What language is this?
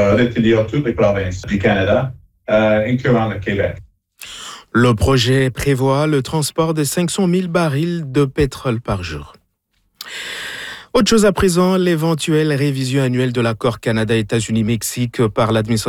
French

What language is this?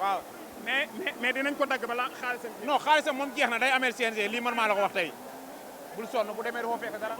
Wolof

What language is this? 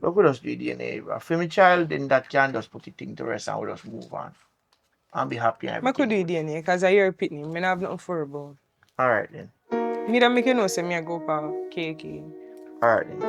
Jamaican Creole English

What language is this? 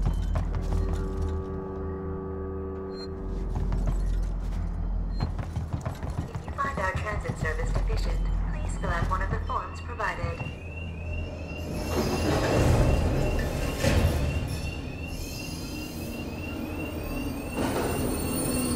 English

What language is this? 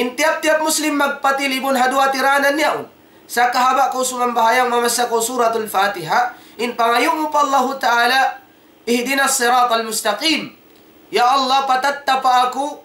Tausug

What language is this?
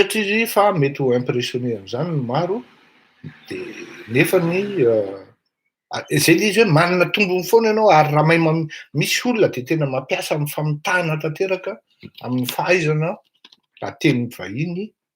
Malagasy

